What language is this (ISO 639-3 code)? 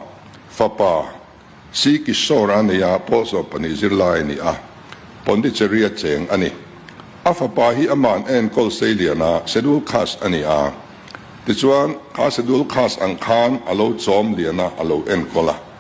lus